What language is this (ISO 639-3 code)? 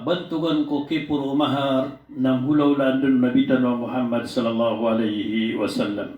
mrw